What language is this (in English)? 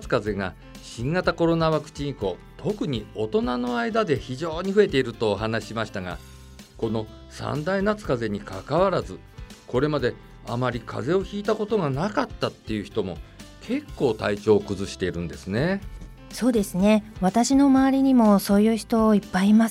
Japanese